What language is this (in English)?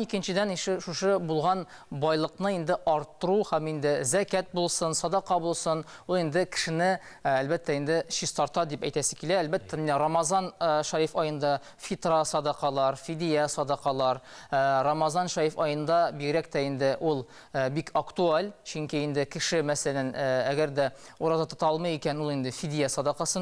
Tatar